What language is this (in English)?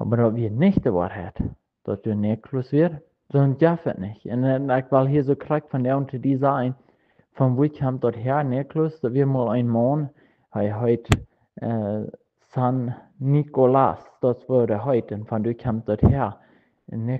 Plautdietsch